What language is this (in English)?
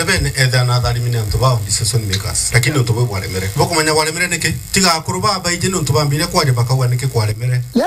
Meru